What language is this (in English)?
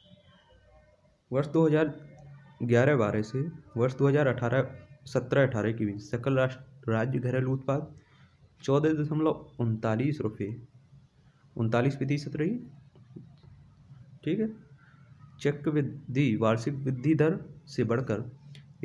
Hindi